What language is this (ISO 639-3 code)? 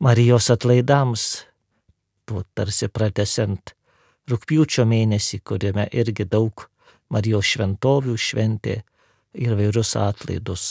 lit